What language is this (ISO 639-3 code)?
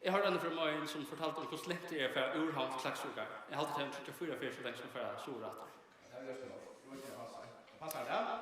fao